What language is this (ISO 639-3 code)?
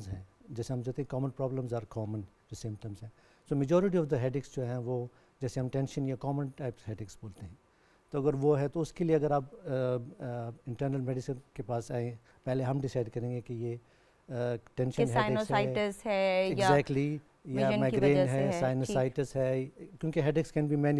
urd